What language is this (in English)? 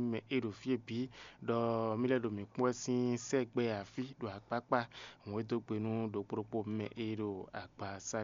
Fon